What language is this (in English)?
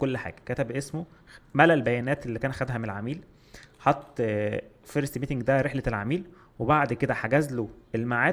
Egyptian Arabic